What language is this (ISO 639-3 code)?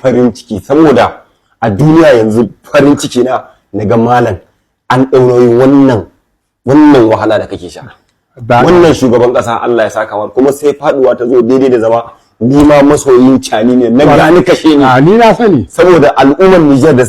hau